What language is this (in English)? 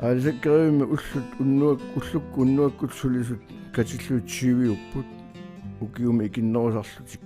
Kalaallisut